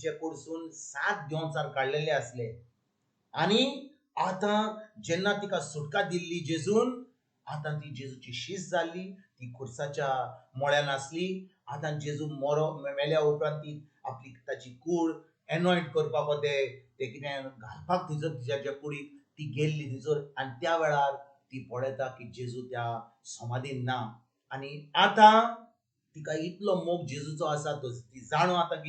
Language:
Konkani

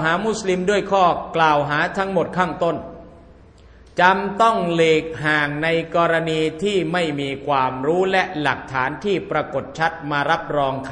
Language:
Thai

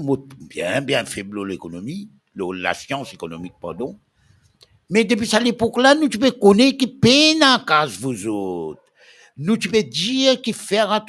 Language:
Morisyen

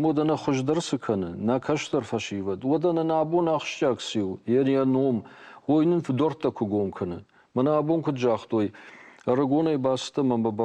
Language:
Ossetic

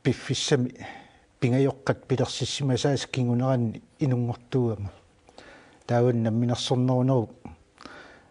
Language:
Kalaallisut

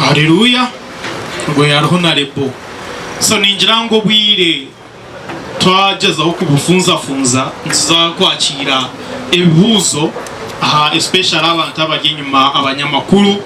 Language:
Nyankole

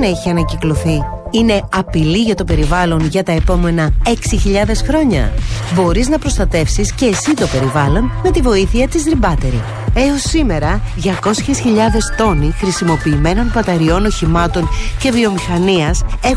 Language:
Greek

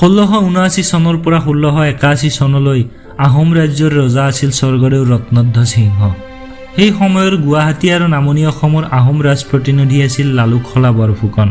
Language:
Assamese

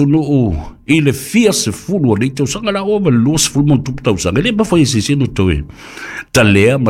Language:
Samoan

